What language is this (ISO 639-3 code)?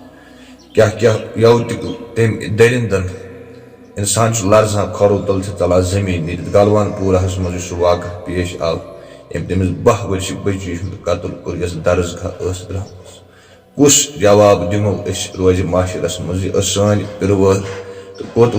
kas